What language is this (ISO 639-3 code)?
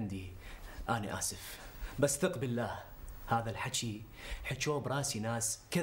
apc